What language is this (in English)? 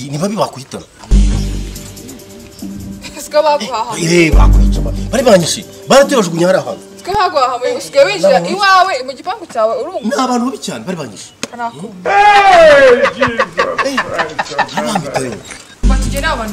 Kinyarwanda